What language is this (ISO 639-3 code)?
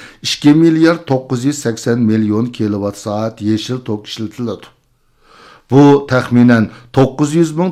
uig